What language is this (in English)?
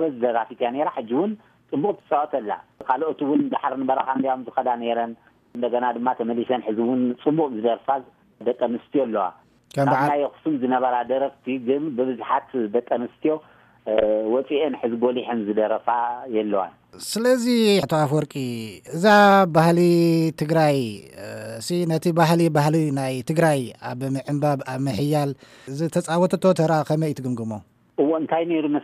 Tigrinya